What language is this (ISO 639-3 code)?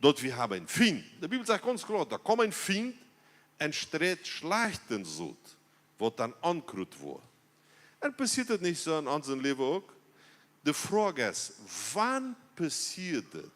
pdt